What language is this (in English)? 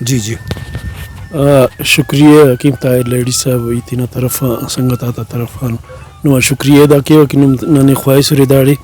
Brahui